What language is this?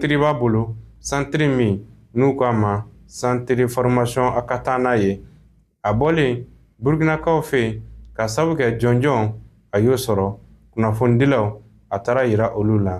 Bambara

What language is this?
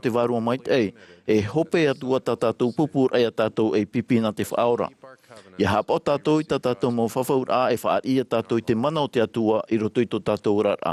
Tahitian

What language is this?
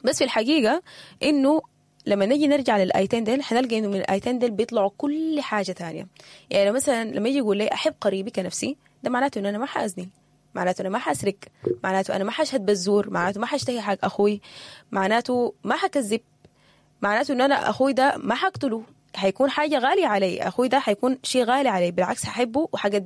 Sudanese Arabic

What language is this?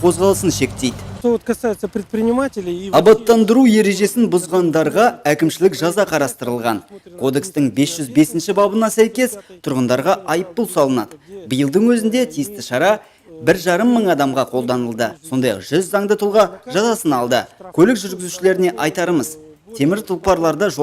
Kazakh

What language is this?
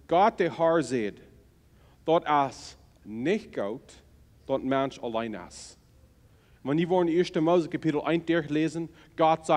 Plautdietsch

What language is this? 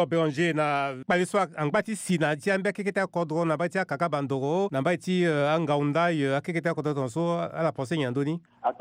Sango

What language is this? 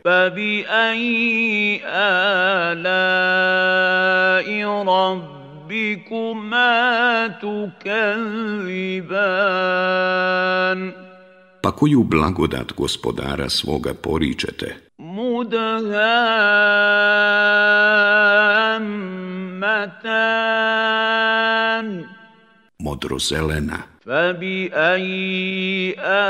Bosnian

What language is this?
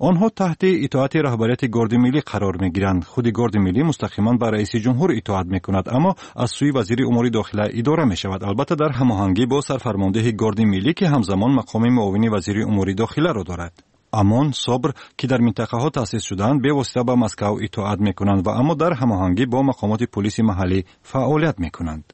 Tajik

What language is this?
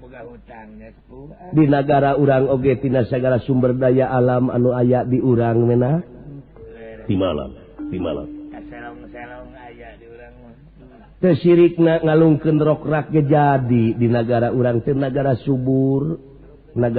Sundanese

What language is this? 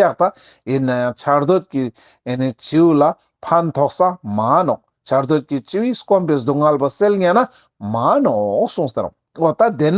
Ladakhi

